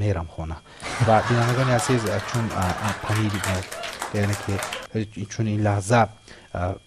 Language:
Tajik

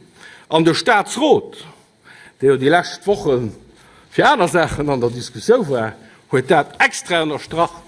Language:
Luxembourgish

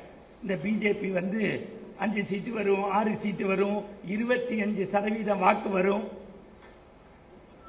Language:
Tamil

